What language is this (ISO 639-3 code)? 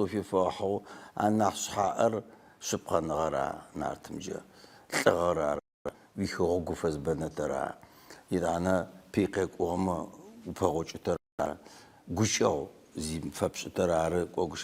ady